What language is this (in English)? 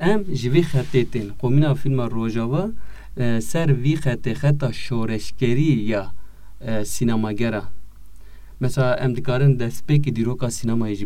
Kurdish